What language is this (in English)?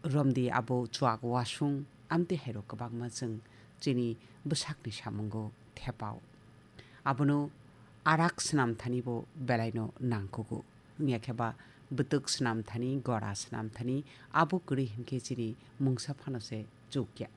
Kok Borok